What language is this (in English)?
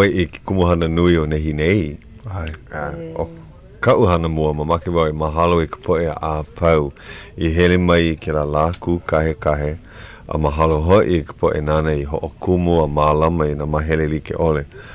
Hawaiian